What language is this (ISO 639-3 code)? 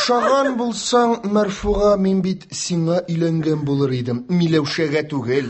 tat